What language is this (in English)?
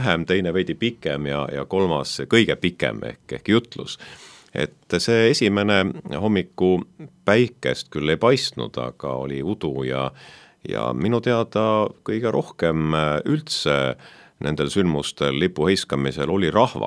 Estonian